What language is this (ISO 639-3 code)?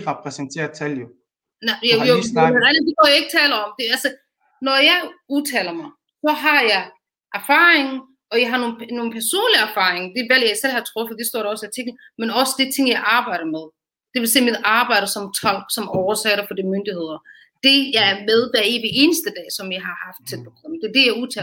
dan